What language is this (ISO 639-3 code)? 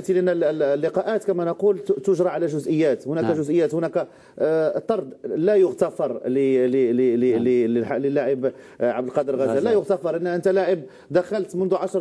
arq